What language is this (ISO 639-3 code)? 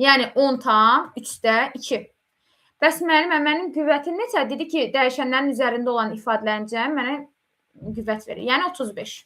aze